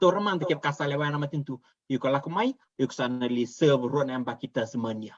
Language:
Fijian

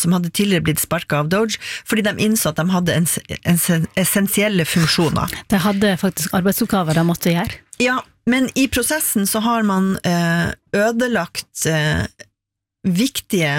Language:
Norwegian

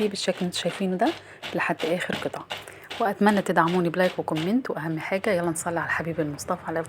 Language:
Egyptian Arabic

